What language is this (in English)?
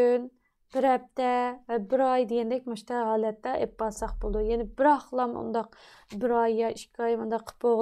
Uyghur